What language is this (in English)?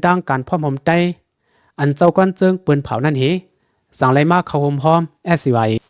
Shan